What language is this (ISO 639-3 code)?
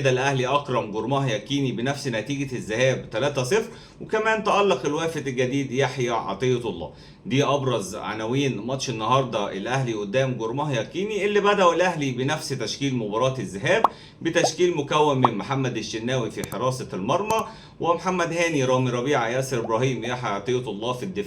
arz